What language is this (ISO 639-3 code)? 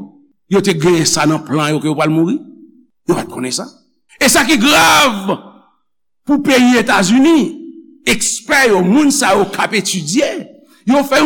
hat